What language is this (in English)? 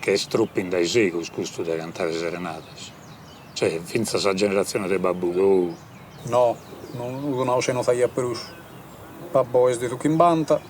Sardinian